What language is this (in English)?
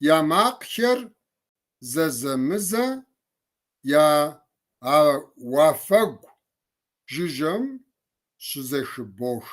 Kabardian